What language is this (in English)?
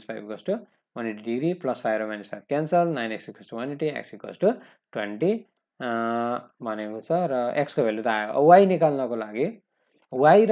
Nepali